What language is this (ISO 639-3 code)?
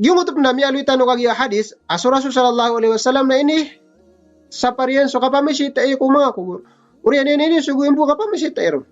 mrw